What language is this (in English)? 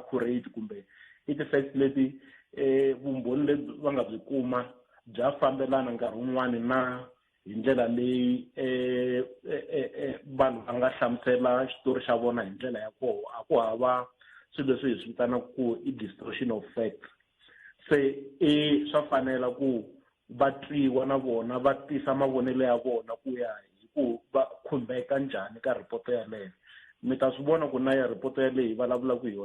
Tsonga